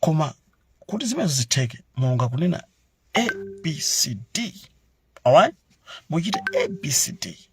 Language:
Nyanja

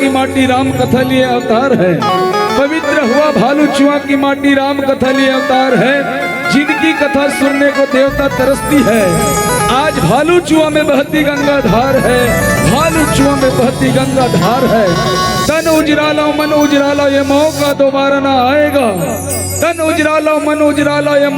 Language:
Chhattisgarhi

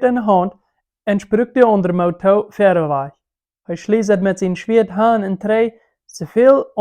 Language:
Plautdietsch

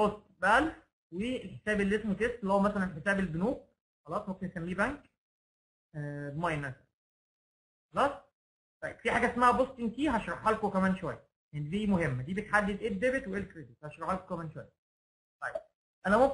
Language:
Egyptian Arabic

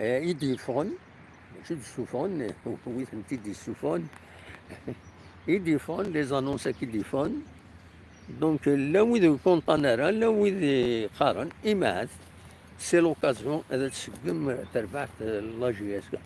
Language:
Kabyle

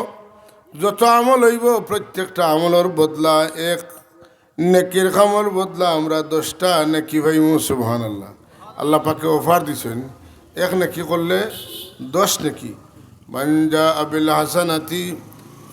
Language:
Sylheti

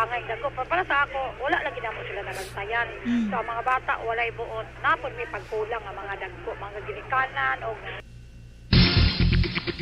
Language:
Cebuano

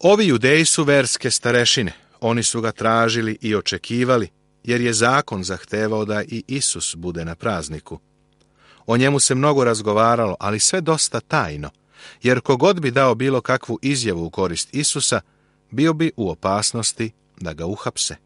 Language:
Serbian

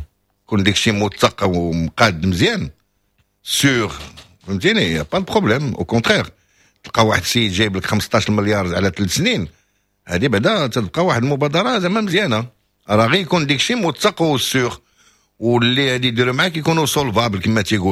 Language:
Moroccan Arabic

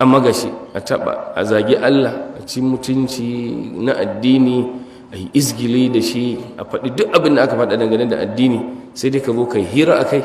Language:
Hausa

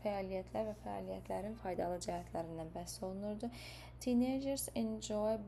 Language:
Azerbaijani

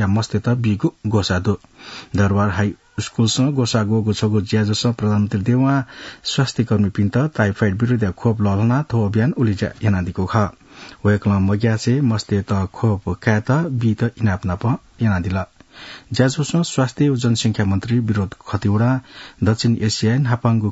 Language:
Newari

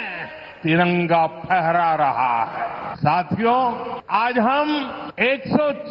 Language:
Sanskrit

